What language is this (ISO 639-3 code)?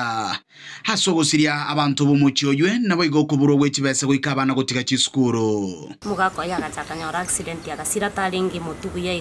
guz